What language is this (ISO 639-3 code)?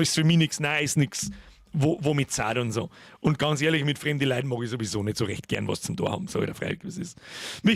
bar